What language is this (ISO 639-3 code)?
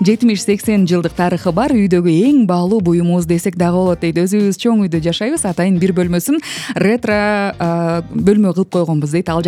kir